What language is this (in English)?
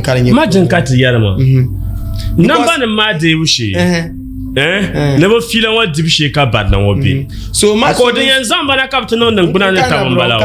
Dagbani